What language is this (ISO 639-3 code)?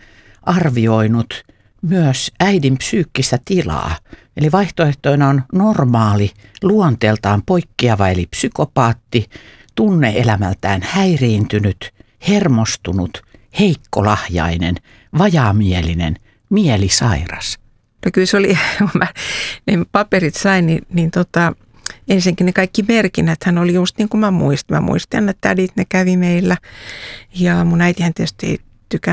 fin